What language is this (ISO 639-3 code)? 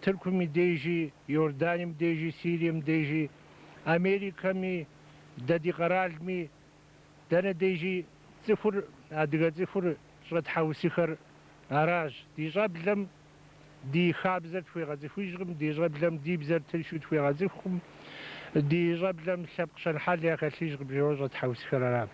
kbd